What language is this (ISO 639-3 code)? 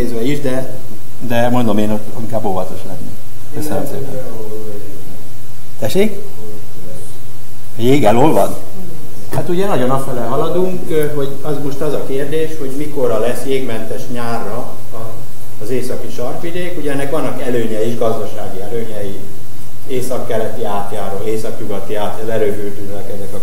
hun